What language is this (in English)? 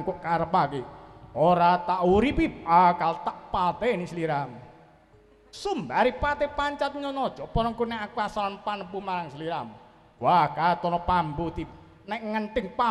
Javanese